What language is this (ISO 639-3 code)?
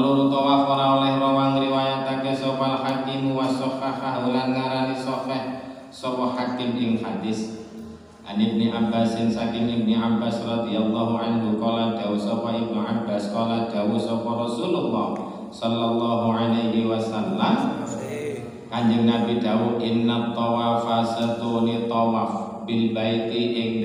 jav